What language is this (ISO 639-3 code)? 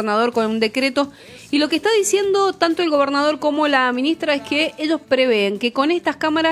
spa